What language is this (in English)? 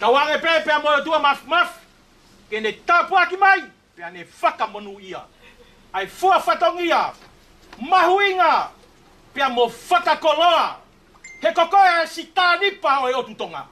Tongan